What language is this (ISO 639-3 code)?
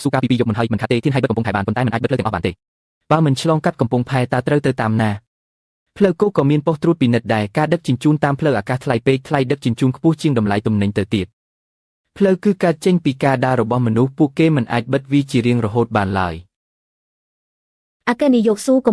khm